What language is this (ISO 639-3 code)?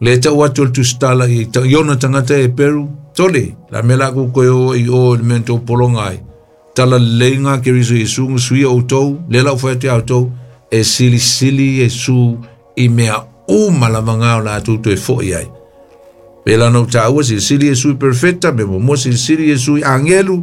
smo